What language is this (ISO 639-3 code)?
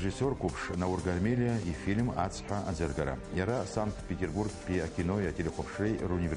abk